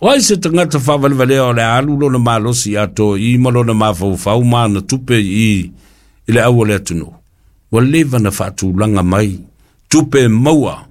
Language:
Samoan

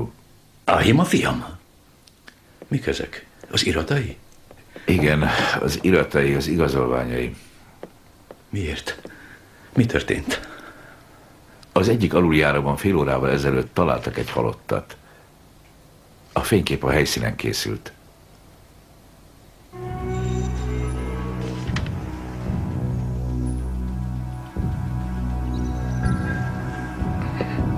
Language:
Hungarian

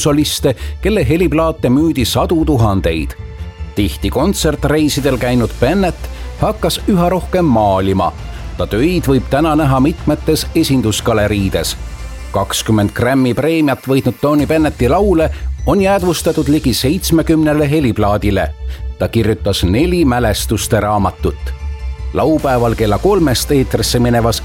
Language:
Estonian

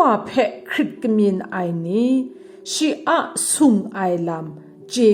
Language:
Kachin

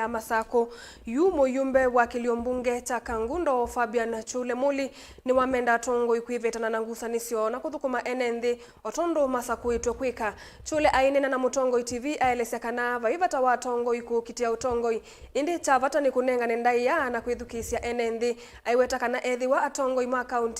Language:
Kamba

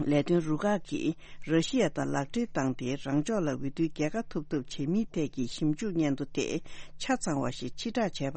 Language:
Tibetan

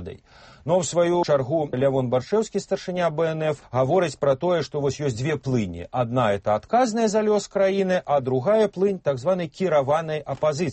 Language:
Belarusian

